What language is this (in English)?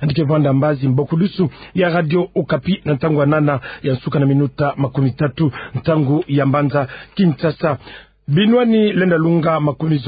Kituba (Democratic Republic of Congo)